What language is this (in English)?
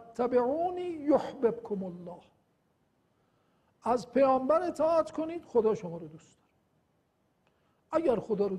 Persian